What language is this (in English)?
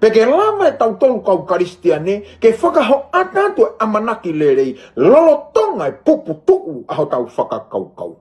Tongan